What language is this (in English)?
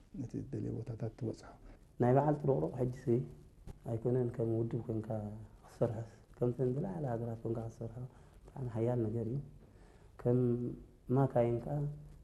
Tigrinya